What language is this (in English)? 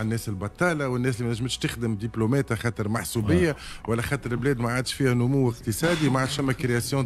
Tunisian Arabic